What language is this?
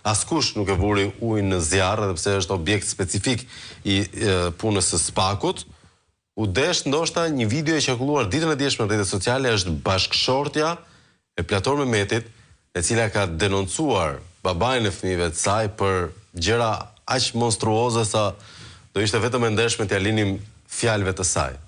Albanian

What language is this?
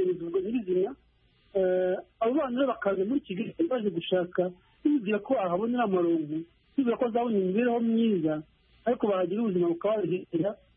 Kinyarwanda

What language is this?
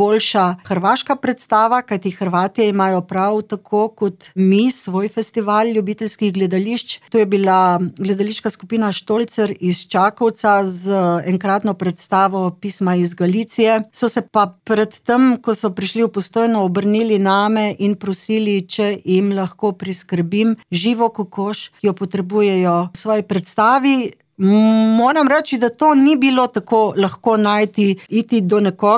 Slovenian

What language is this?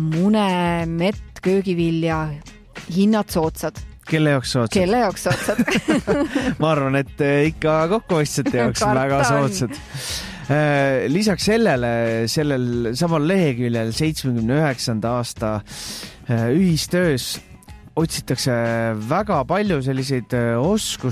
Estonian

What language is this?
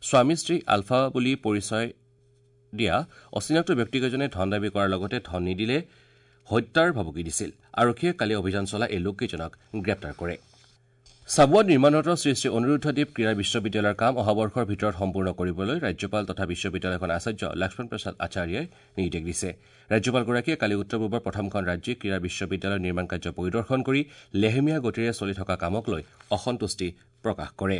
Assamese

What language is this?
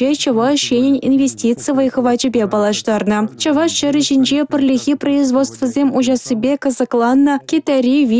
Chuvash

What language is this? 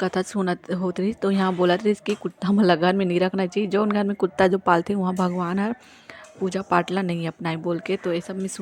Chhattisgarhi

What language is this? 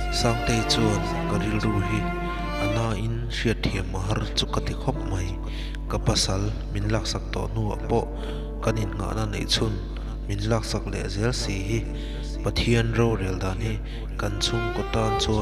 Mizo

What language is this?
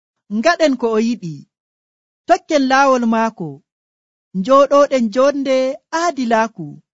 Nigerian Fulfulde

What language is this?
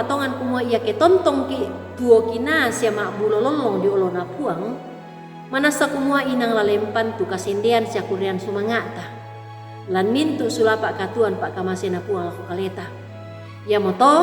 Toraja-Sa'dan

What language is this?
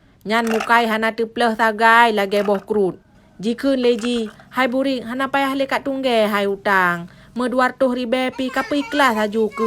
Achinese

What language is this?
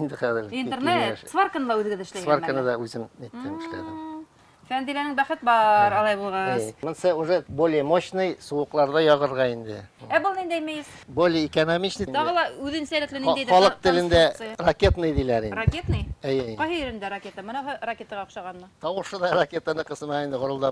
Bashkir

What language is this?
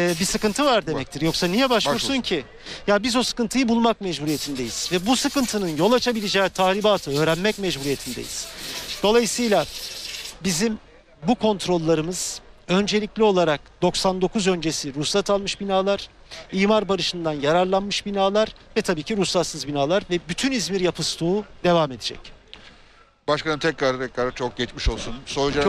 Turkish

